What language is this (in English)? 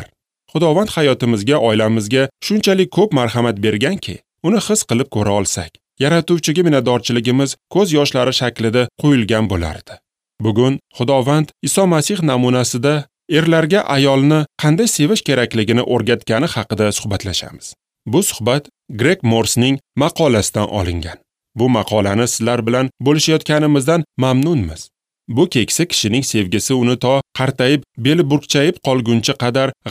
Uzbek